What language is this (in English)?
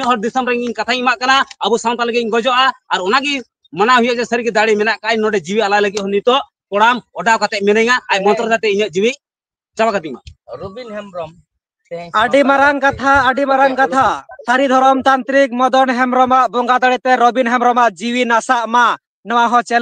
Santali